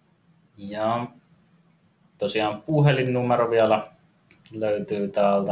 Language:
Finnish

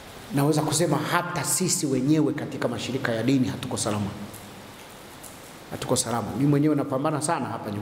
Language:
Swahili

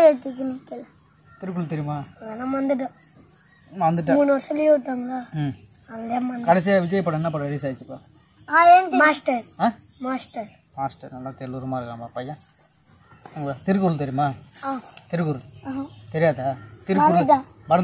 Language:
Tamil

